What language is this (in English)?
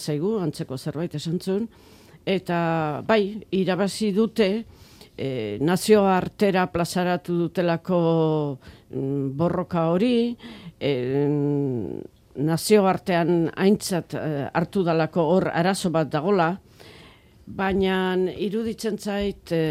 Basque